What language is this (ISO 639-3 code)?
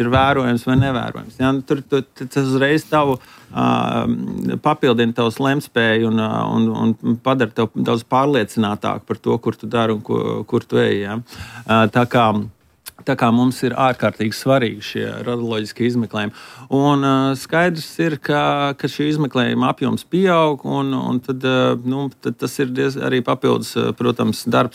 lav